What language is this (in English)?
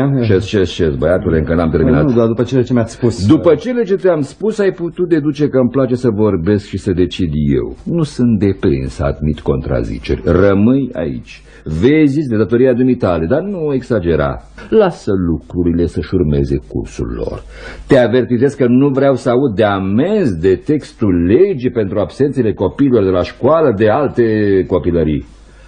Romanian